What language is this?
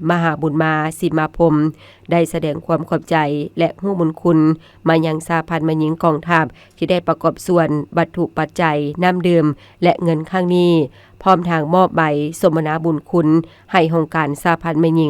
Lao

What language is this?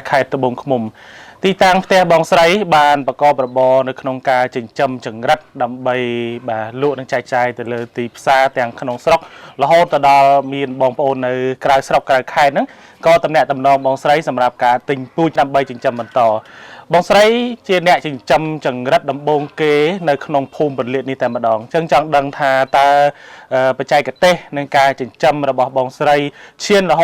Khmer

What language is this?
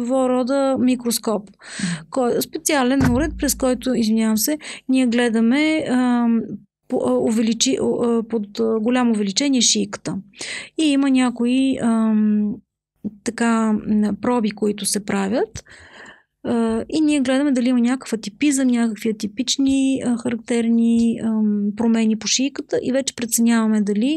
Bulgarian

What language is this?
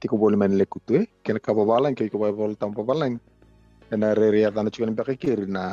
Fijian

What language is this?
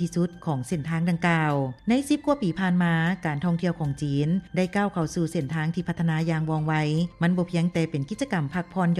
Lao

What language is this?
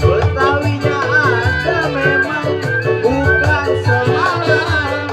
Betawi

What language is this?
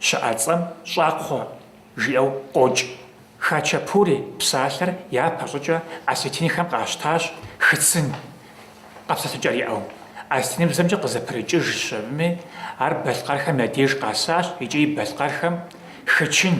Kabardian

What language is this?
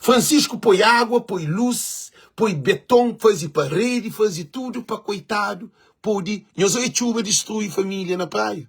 Kabuverdianu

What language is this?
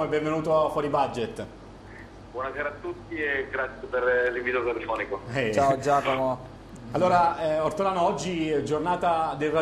Italian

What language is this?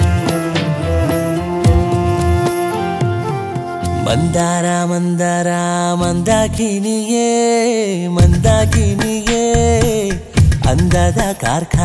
Kannada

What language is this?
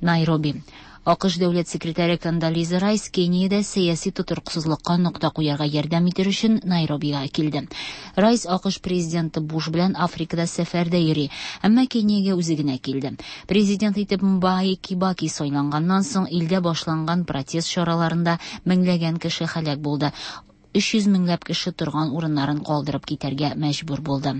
Tatar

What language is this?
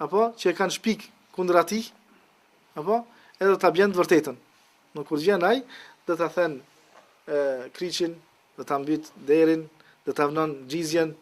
Albanian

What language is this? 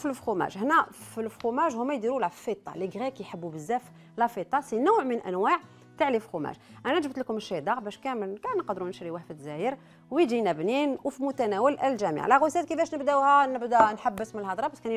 Algerian Arabic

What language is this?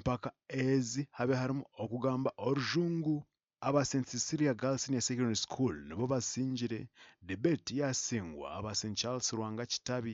Nyankole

